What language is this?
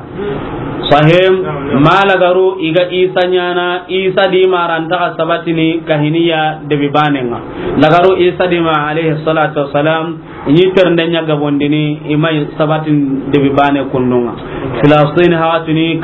Soninke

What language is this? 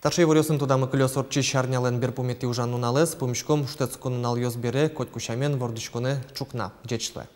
Udmurt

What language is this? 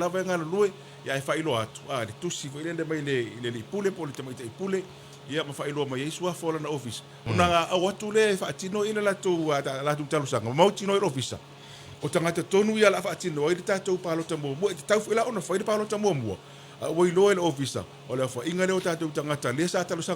Samoan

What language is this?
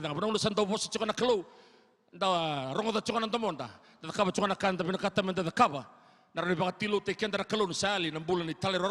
Fijian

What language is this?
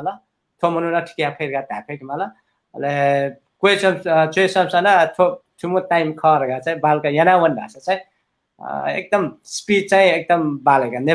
Newari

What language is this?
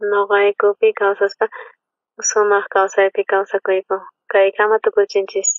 South Bolivian Quechua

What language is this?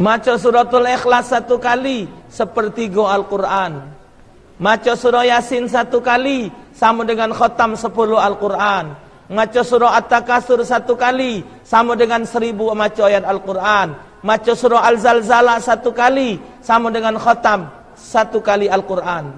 Musi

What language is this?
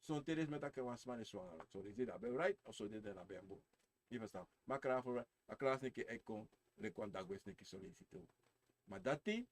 Sranan Tongo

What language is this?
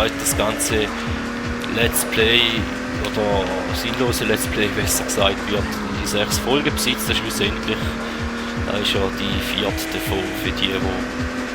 Swiss German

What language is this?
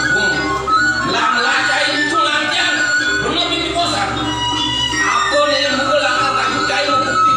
Balinese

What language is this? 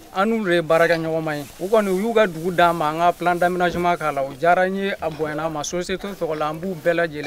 Bambara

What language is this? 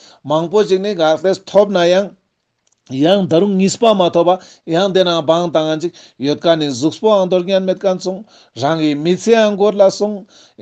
Ladakhi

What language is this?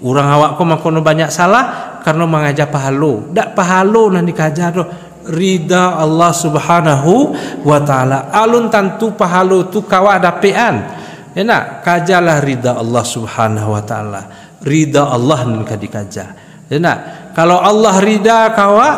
Minangkabau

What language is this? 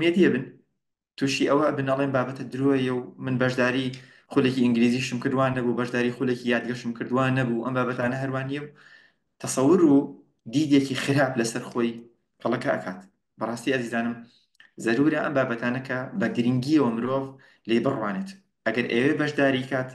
Central Kurdish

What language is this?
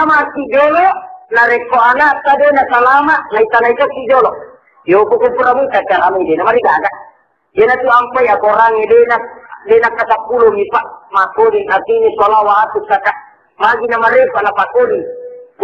Buginese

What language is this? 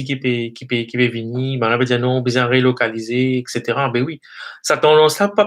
Morisyen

